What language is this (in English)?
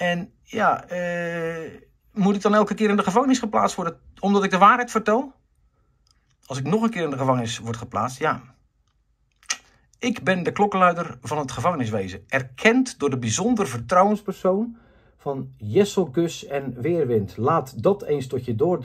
Dutch